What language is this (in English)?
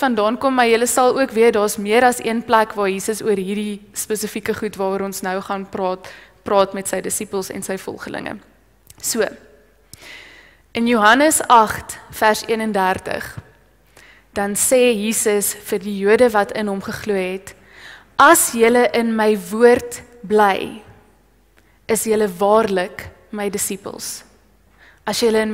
Afrikaans